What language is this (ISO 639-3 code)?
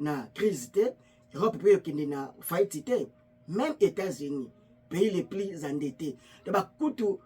lin